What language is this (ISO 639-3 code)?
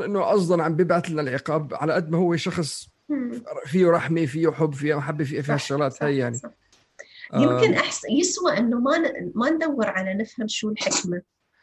apc